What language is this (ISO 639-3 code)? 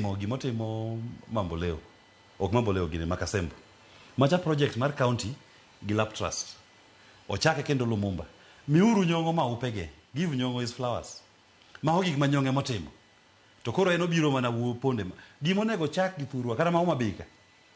luo